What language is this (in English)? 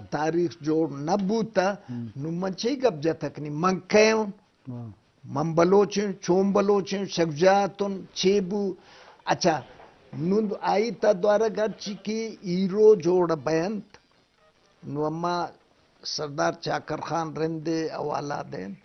Eastern Balochi